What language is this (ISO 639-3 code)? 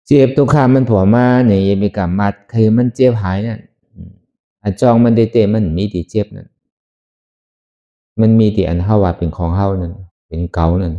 shn